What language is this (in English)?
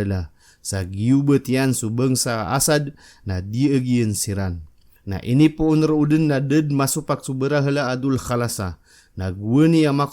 Maranao